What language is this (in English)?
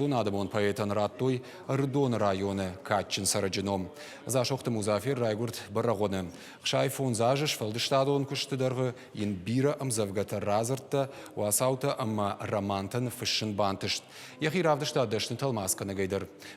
Ossetic